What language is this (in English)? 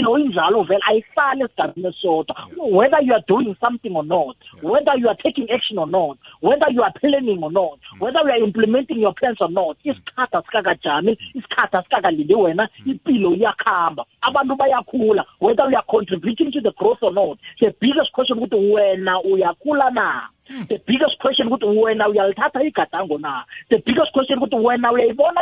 South Ndebele